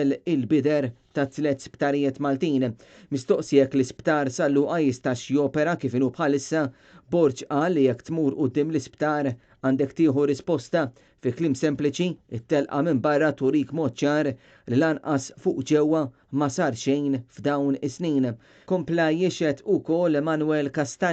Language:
Maltese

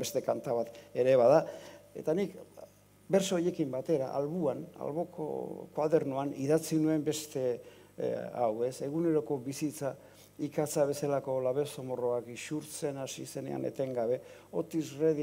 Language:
Basque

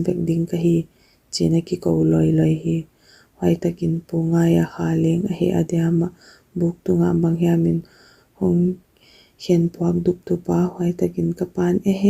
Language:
Paite Chin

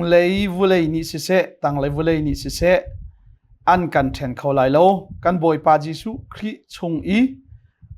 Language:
Hakha Chin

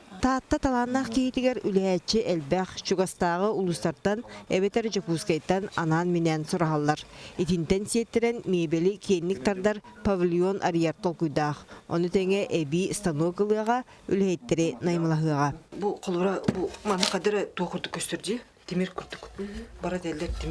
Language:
Yakut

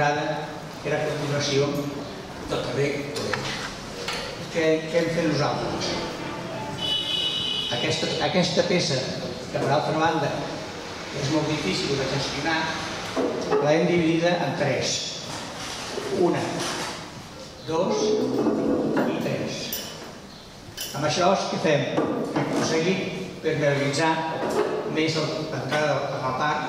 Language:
Catalan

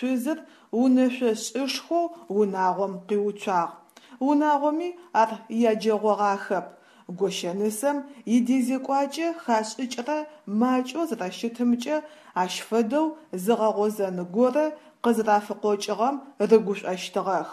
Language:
Adyghe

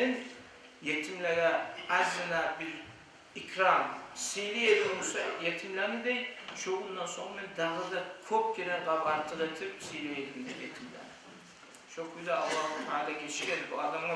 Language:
Kumyk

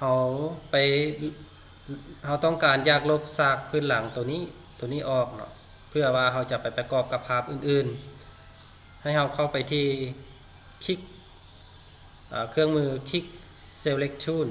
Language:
Lao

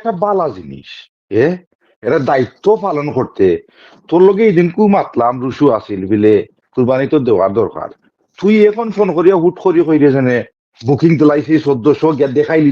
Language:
Sylheti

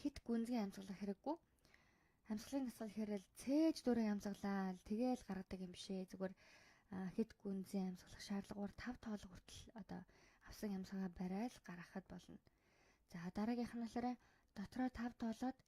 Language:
Mongolian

